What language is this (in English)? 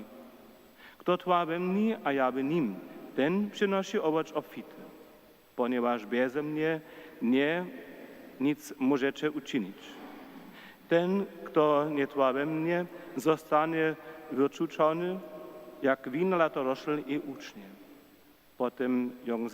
Upper Sorbian